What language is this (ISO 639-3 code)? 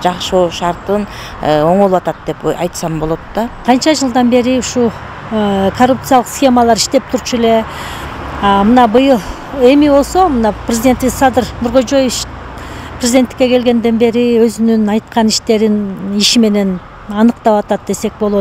kir